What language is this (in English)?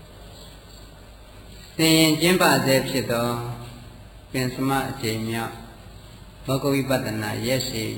Burmese